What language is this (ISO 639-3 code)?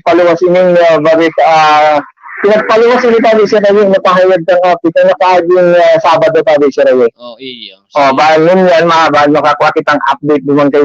bik